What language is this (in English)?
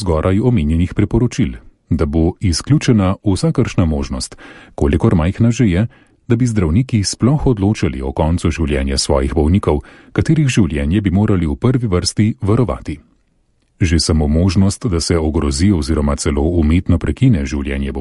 Slovenian